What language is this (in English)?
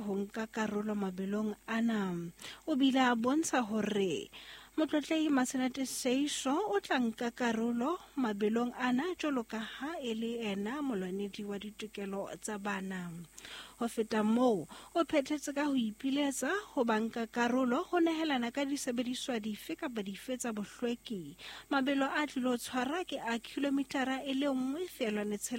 Southern Sotho